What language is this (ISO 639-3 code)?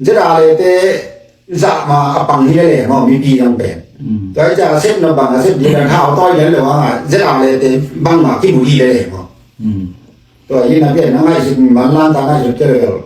ctd